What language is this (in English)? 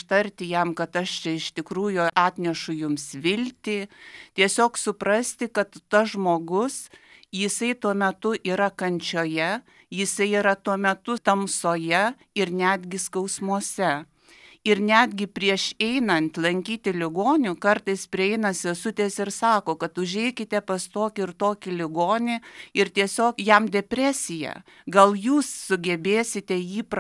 Lithuanian